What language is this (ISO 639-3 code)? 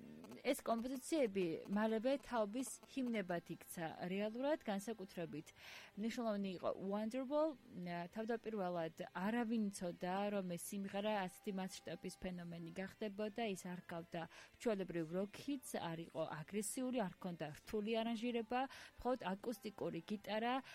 kat